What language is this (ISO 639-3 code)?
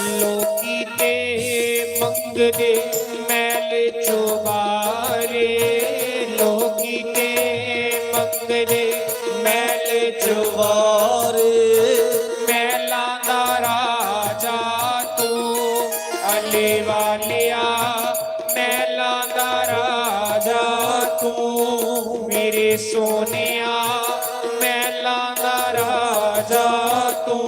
doi